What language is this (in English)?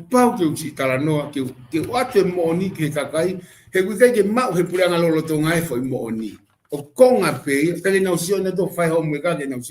Tongan